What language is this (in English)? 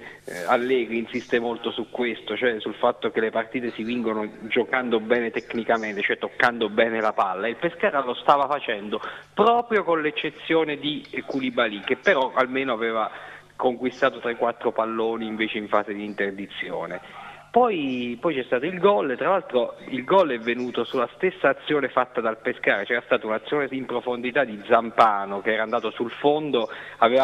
Italian